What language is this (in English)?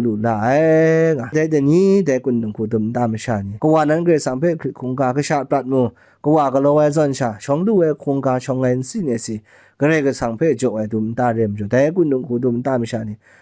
Kachin